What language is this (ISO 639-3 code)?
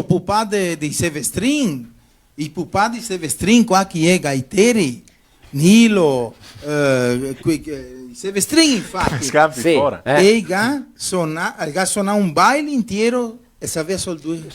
vec